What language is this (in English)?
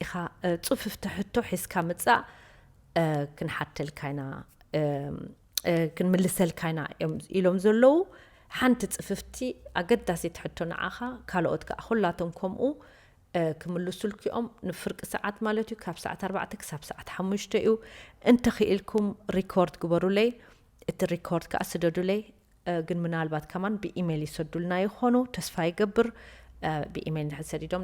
Tigrinya